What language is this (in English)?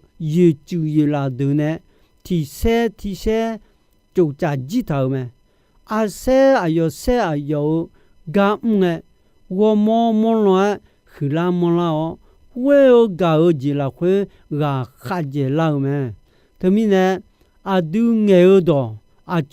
Akha